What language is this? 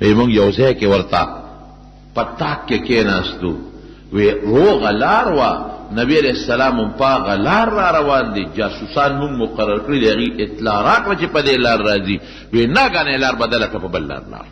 Pashto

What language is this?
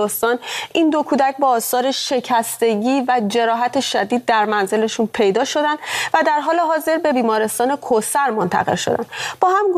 Persian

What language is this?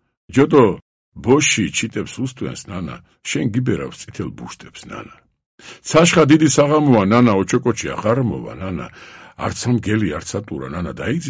Georgian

